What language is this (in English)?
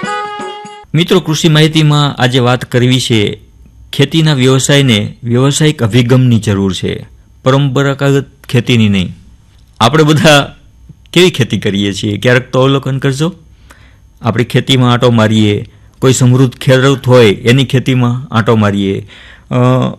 Gujarati